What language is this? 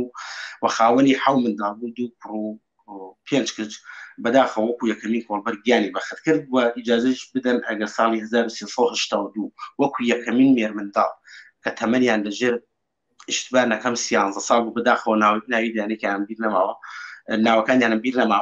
Central Kurdish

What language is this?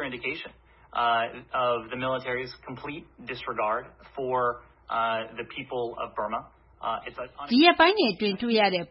Burmese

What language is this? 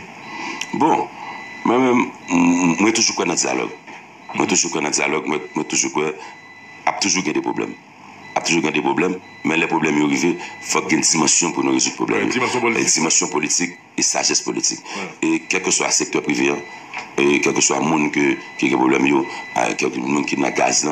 Haitian Creole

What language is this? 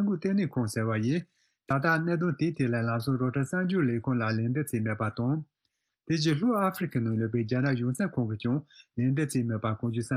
Tibetan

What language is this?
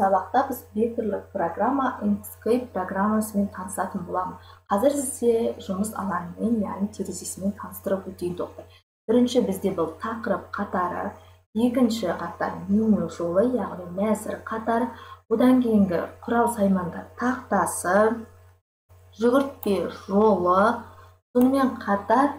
Kazakh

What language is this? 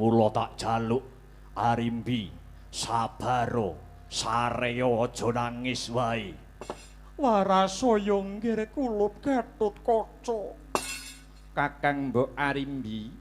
Javanese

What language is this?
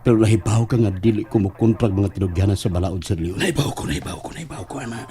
Cebuano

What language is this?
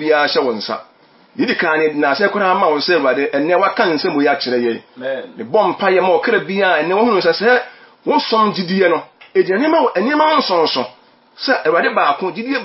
Akan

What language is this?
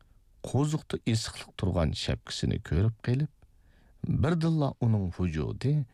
Uyghur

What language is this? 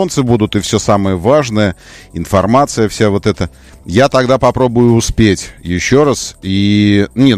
Russian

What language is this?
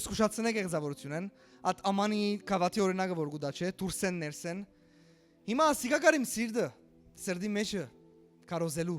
Western Armenian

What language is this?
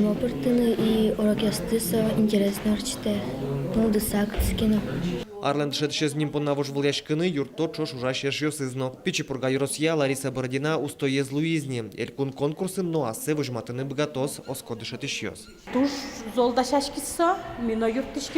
Udmurt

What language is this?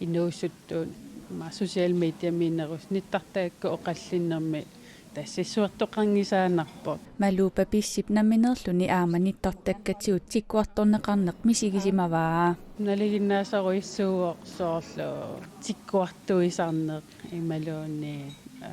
Kalaallisut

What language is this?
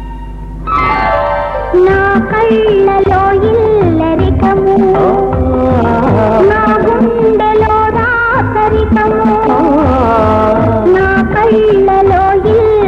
Telugu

